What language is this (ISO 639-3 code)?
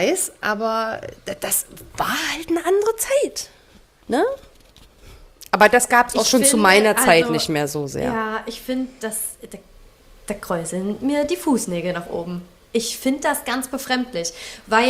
deu